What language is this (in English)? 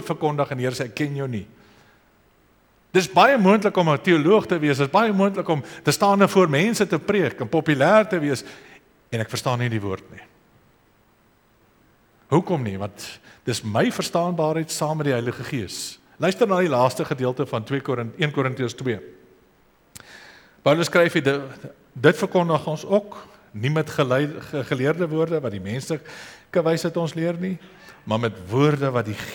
Afrikaans